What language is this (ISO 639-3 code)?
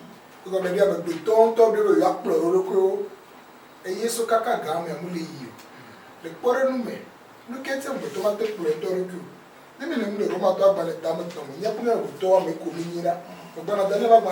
ewe